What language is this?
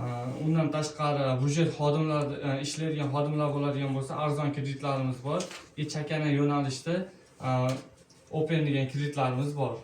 Uzbek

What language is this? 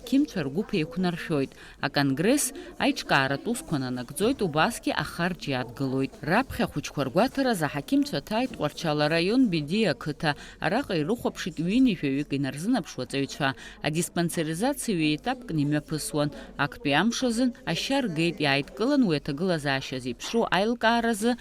Abkhazian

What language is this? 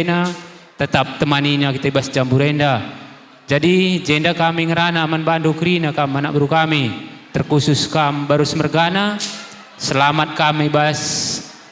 Batak Karo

